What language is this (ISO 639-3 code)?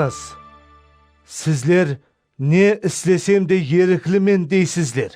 kaa